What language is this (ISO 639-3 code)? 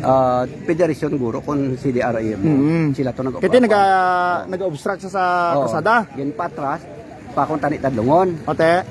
hil